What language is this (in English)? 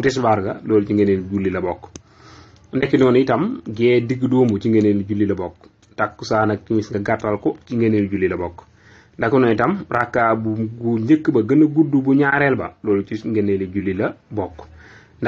Wolof